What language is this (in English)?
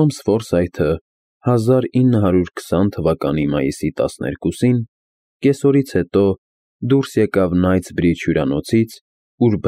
Armenian